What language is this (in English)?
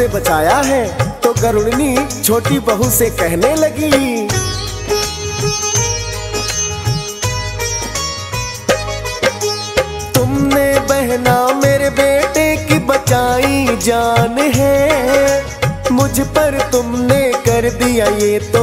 Hindi